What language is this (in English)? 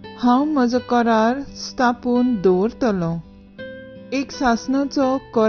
Konkani